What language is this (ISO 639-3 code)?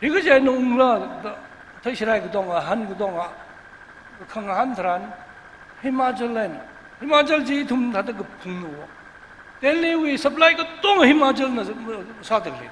nmf